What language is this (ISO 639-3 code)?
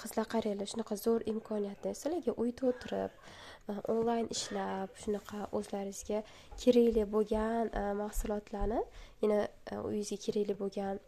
uzb